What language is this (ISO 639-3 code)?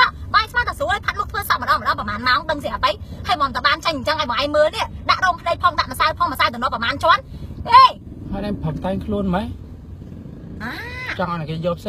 khm